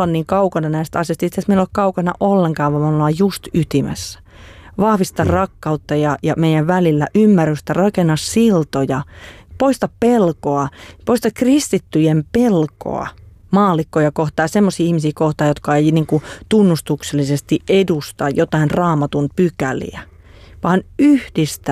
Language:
Finnish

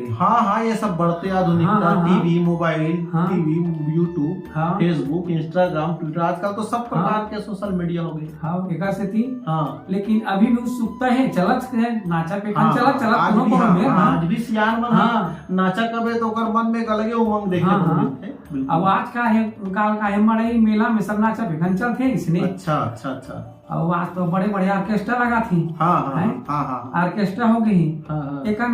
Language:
Chhattisgarhi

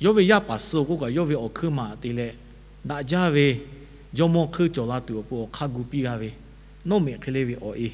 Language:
Lahu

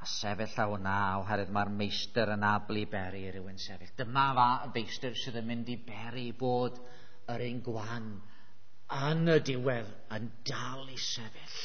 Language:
Welsh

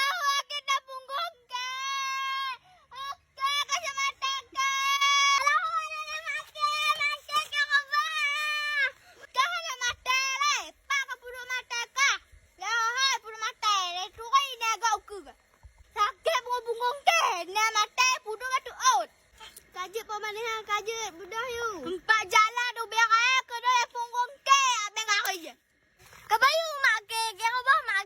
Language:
Achinese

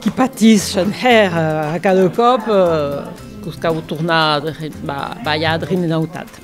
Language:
Occitan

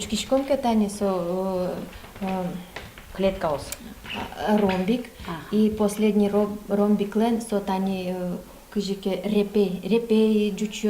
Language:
Udmurt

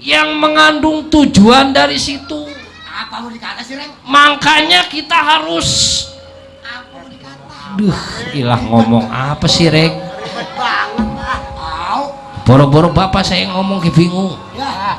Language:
Betawi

